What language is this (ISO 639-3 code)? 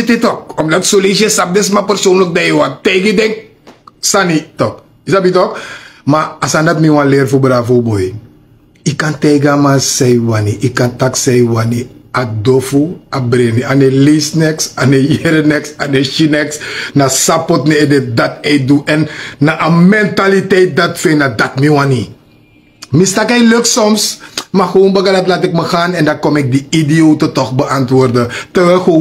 srn